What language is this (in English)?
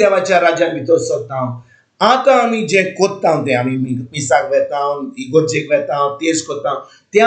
Konkani